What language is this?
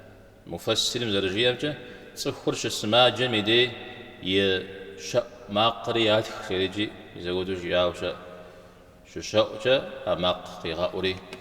Kabardian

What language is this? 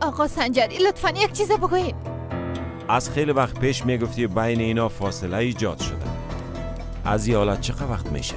Persian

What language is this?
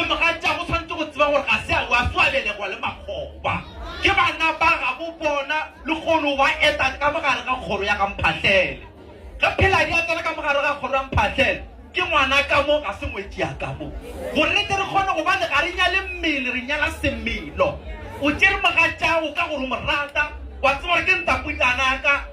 Northern Sotho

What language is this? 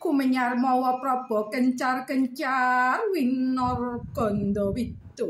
Javanese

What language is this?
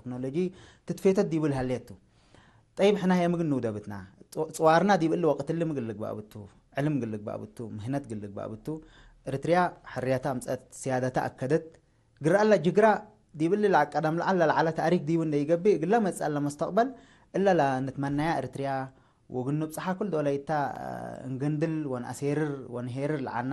Tigre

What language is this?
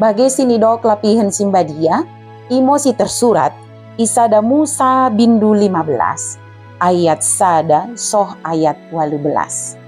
Batak Dairi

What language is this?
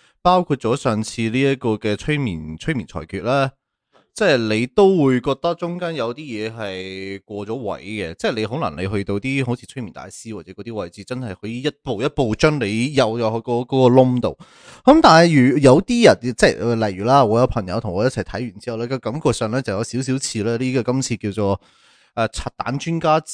Cantonese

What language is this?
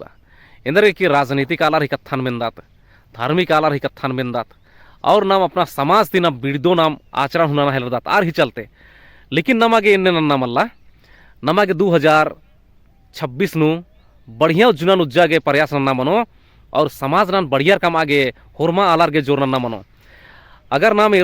Kurukh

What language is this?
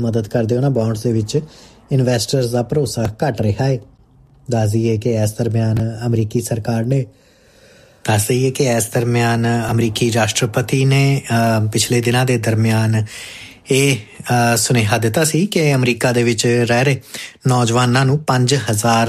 Punjabi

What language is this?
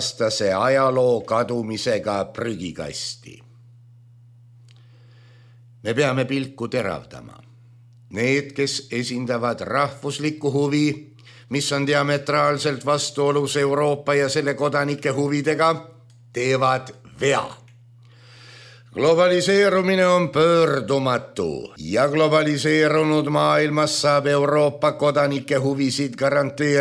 Estonian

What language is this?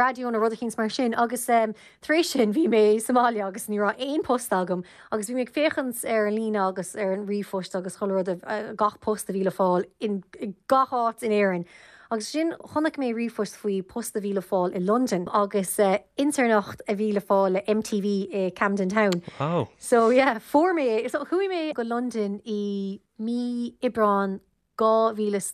Irish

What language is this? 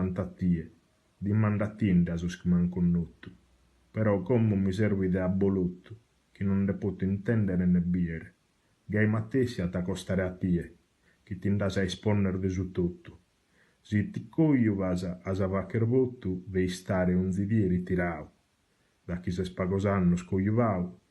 Sardinian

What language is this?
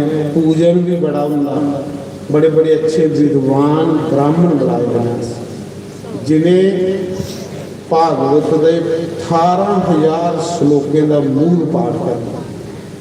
Dogri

